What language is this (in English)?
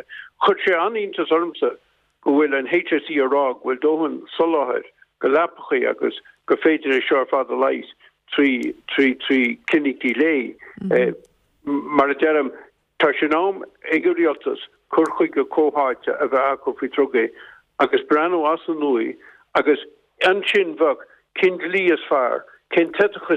Irish